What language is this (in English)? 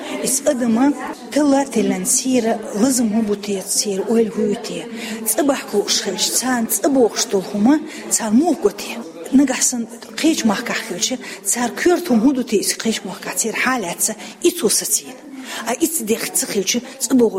Chechen